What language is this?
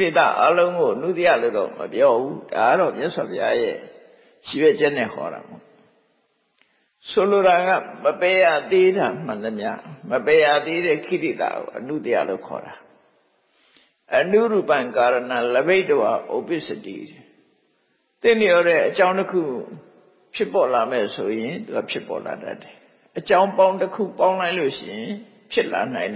Burmese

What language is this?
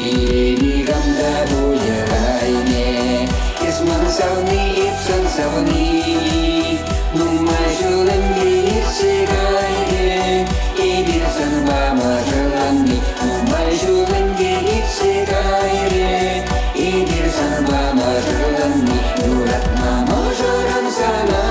Chuvash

